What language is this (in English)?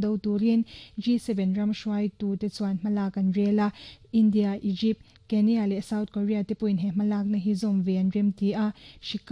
Mizo